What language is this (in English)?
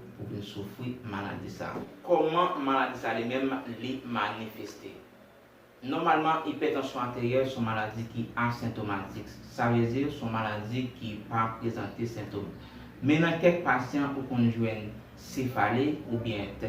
Haitian Creole